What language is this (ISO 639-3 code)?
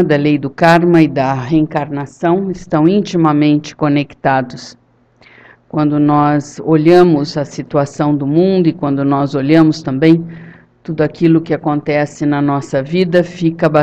por